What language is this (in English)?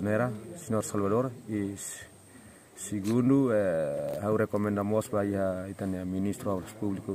Tetum